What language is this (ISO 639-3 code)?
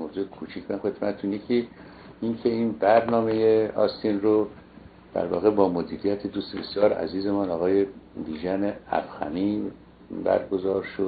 fas